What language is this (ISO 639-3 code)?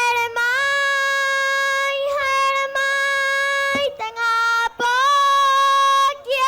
rap